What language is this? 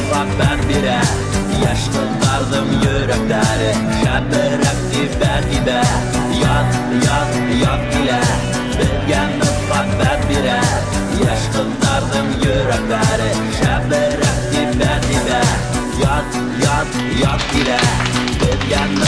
Bashkir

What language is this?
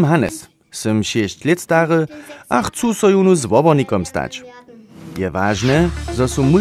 Upper Sorbian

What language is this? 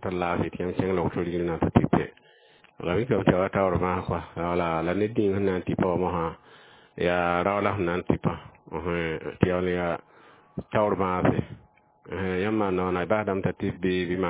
Mossi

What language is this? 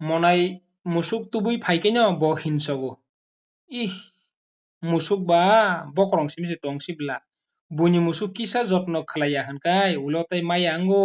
Kok Borok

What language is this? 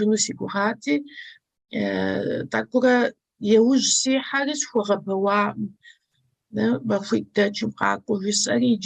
Kabardian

